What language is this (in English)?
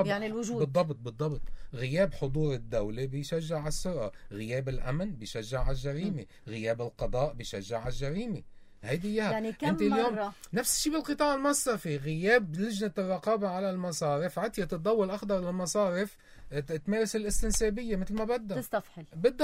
North Levantine Arabic